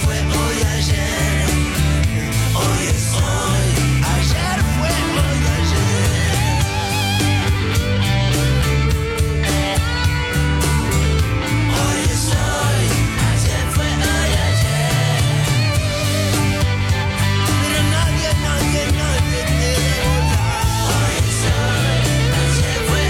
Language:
Spanish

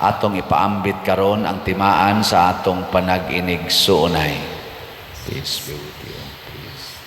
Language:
Cebuano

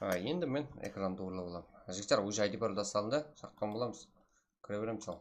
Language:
Kara-Kalpak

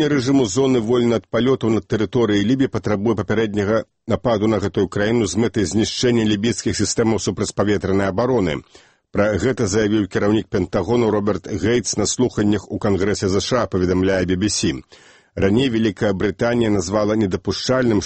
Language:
Belarusian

